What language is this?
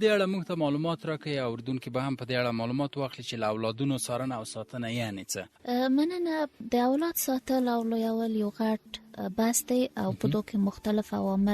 Pashto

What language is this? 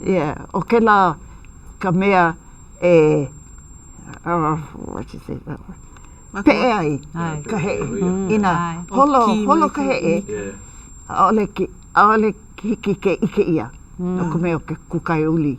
Hawaiian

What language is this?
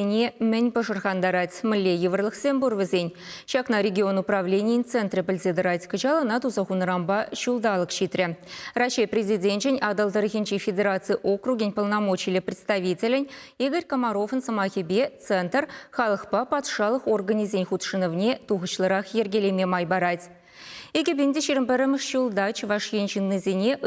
Chuvash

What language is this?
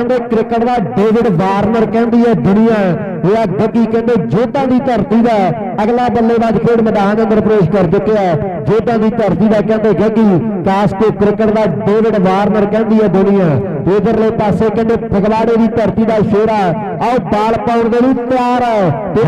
Punjabi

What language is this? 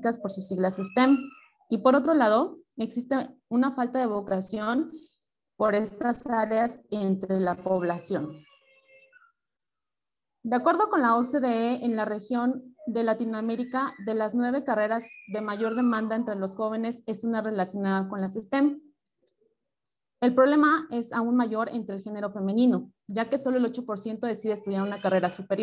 Spanish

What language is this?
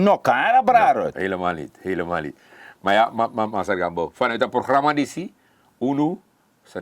Sranan Tongo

